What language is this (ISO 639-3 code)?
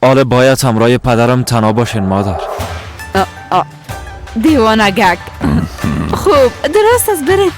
fas